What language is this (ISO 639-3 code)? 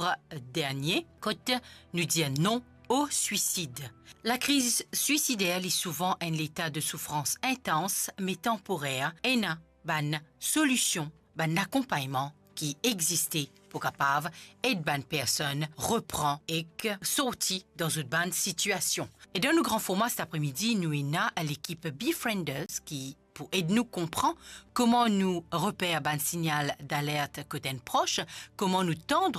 mfe